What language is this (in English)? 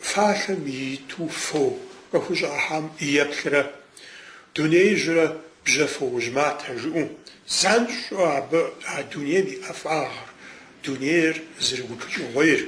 Kabardian